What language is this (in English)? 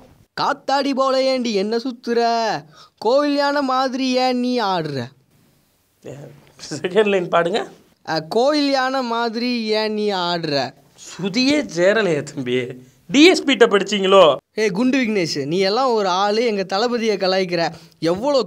Tamil